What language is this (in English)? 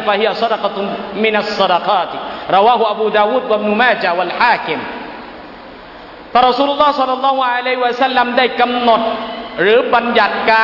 Thai